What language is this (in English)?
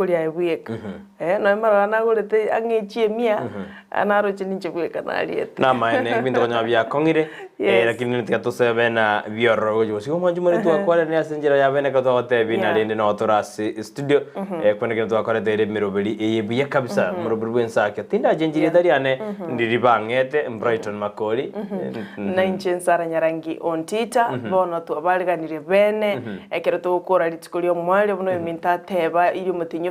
Gusii